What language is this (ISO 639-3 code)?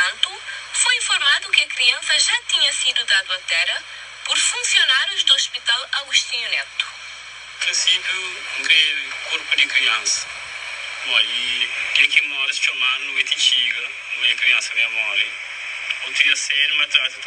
kea